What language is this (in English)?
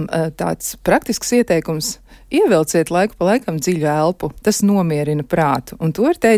Latvian